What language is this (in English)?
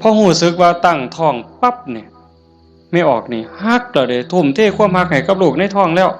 Northeastern Thai